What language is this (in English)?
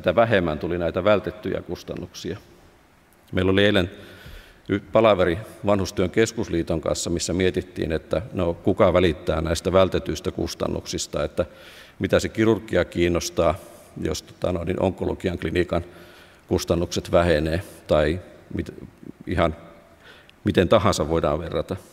Finnish